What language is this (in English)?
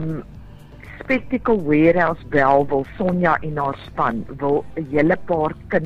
Afrikaans